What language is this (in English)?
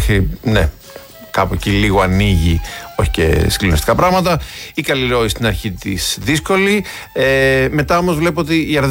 Greek